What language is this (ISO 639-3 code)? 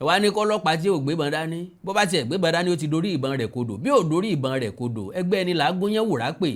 yor